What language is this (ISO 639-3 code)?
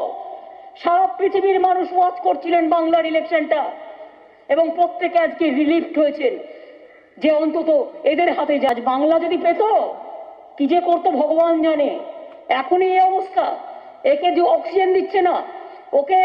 ben